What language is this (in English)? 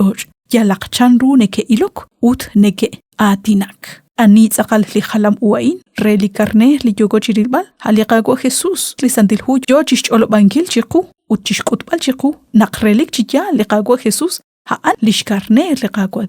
Kekchí